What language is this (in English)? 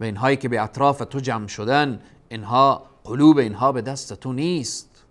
Persian